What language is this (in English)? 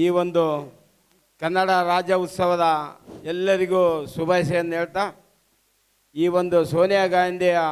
Kannada